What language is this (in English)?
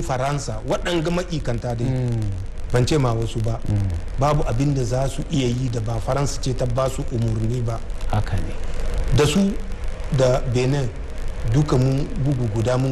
Hausa